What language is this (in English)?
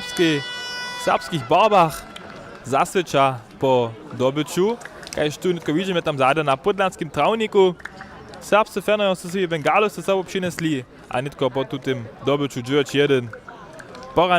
Upper Sorbian